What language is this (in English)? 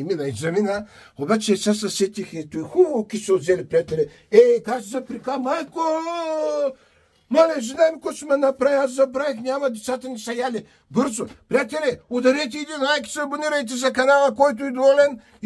Bulgarian